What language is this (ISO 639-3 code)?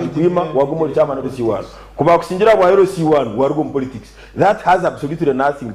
nyn